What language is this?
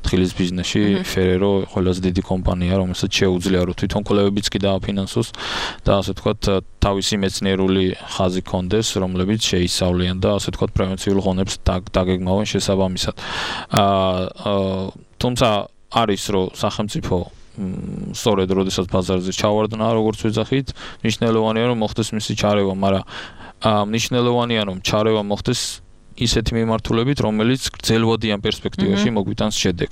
Georgian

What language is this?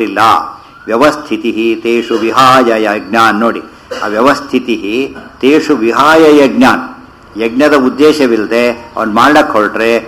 Kannada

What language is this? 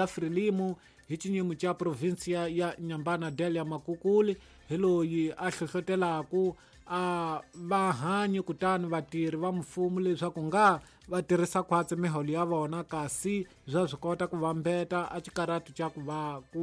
Tsonga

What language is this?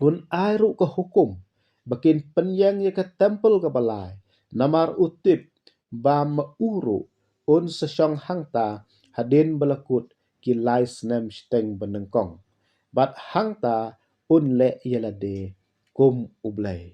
Khasi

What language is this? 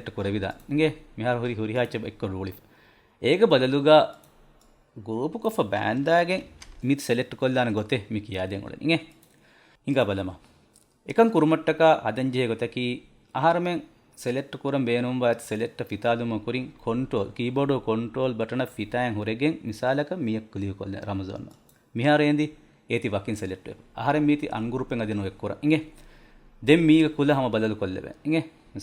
Divehi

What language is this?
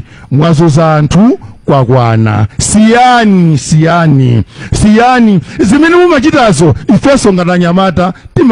Nyanja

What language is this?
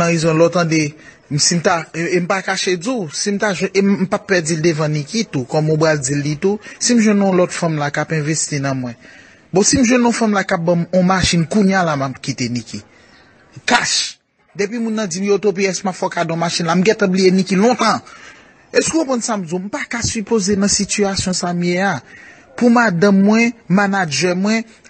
Haitian Creole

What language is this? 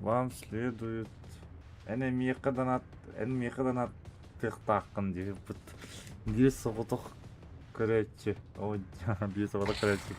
Yakut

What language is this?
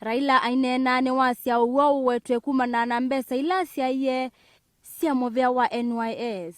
Kamba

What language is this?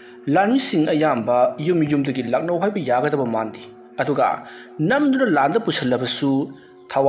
Manipuri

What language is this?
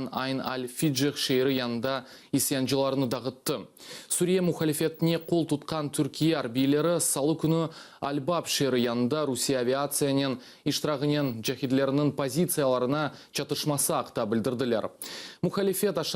Crimean Tatar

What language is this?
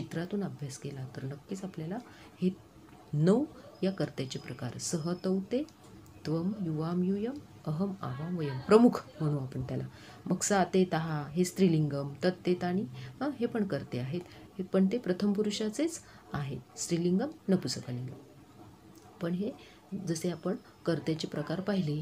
Marathi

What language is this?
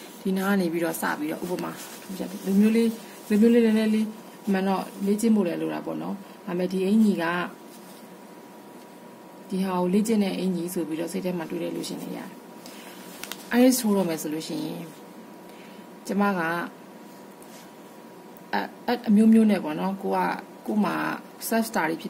Burmese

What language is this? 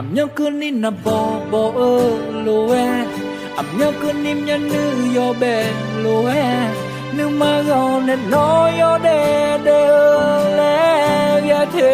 Akha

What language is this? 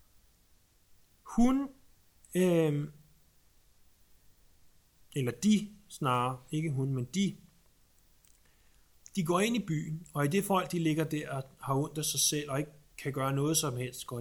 Danish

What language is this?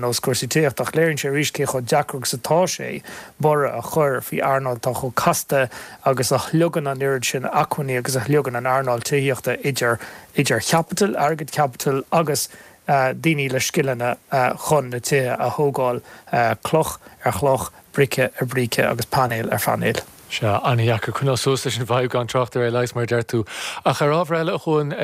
Irish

